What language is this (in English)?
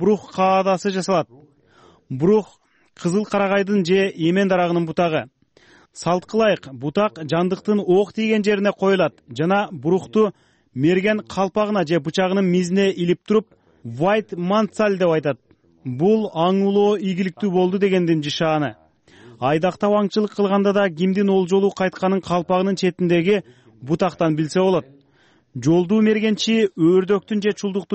Kyrgyz